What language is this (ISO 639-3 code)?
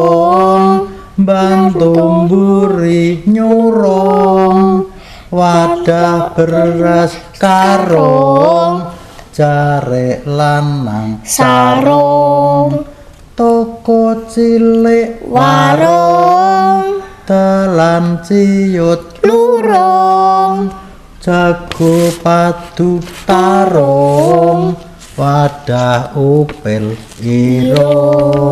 jav